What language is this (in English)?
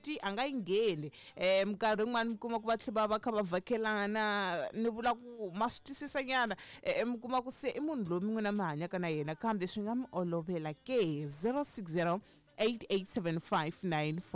Tsonga